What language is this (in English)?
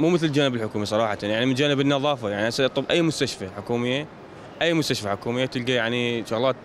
Mesopotamian Arabic